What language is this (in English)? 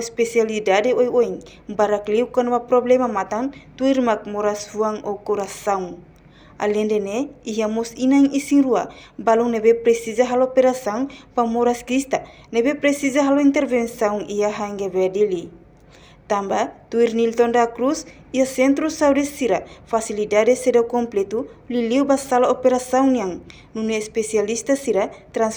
Tetum